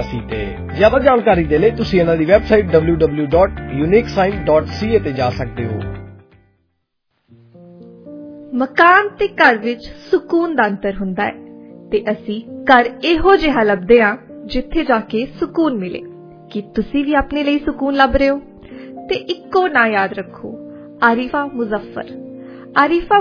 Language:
Punjabi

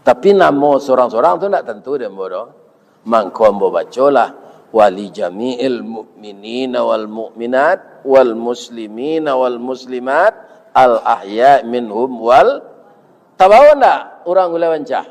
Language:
Minangkabau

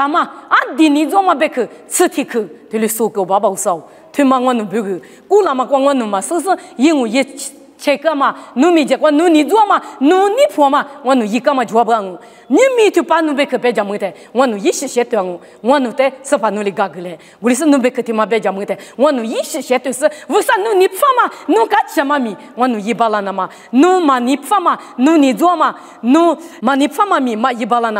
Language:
Lisu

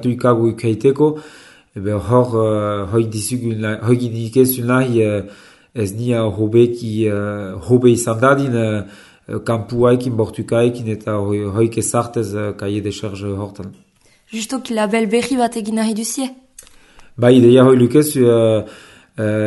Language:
Basque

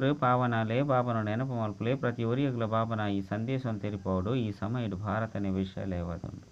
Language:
Tulu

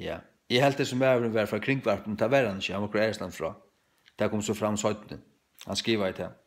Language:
Faroese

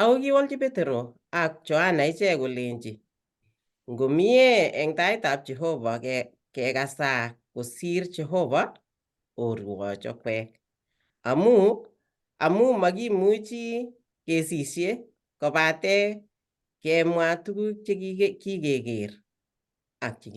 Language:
Kalenjin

